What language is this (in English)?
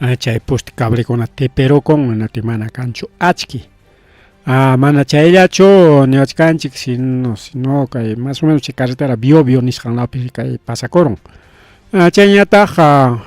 Ayacucho Quechua